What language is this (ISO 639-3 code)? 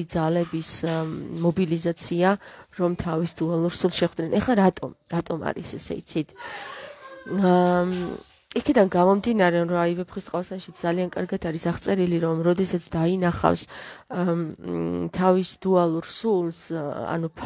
kat